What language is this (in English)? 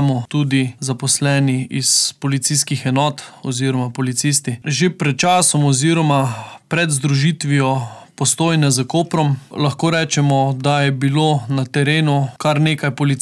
Slovenian